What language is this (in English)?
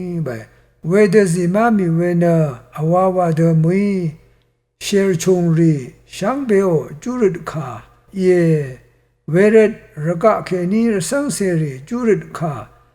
Rawang